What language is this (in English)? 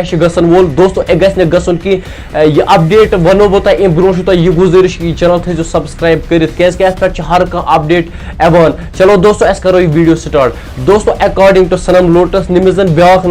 Kashmiri